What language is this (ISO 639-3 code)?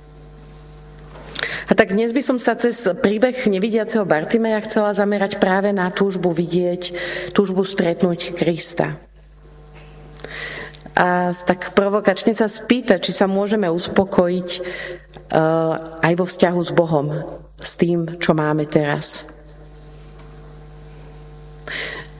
slk